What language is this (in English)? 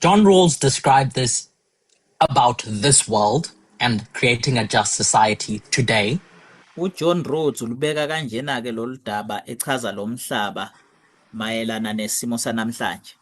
Zulu